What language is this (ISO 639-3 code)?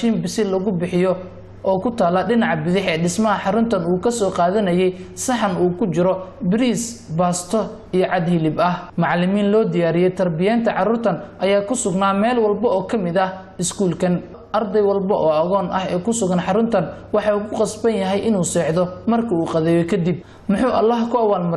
som